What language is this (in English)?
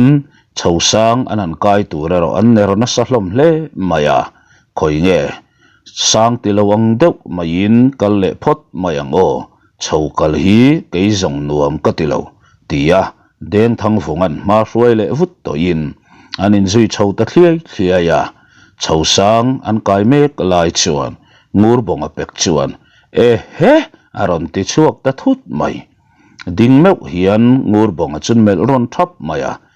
Mizo